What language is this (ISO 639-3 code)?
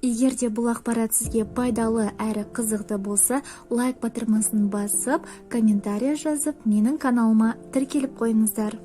kaz